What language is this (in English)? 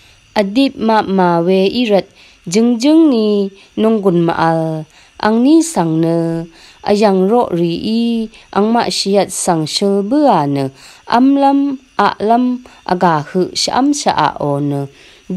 Rawang